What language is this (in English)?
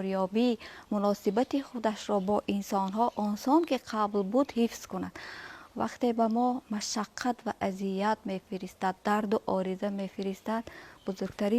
Tajik